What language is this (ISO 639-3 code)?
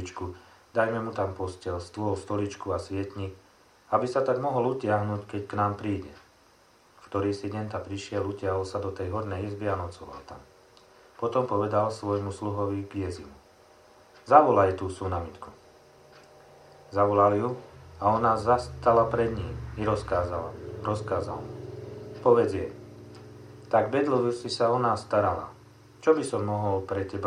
slk